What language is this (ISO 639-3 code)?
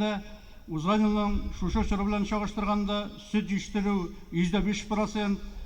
tat